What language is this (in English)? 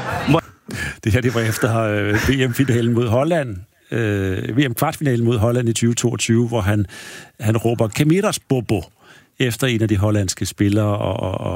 Danish